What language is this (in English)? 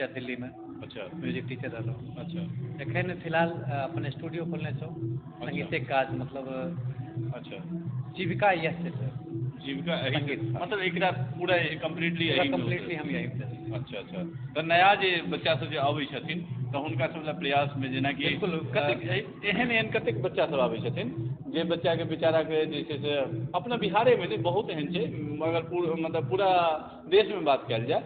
Maithili